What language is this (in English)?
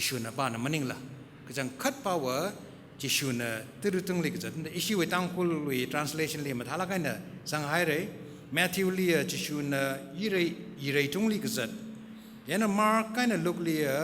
Tangkhul Naga (India)